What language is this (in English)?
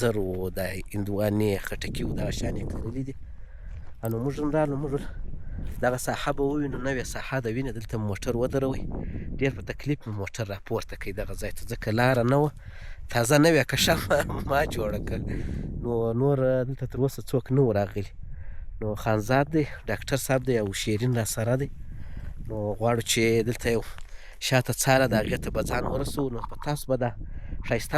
Pashto